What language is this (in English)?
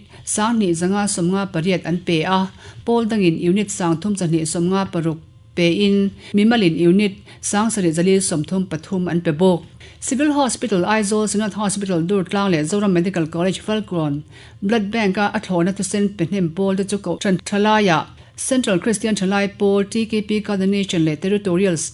Mizo